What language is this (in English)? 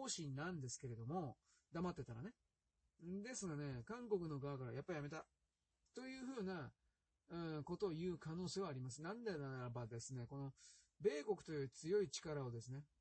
Japanese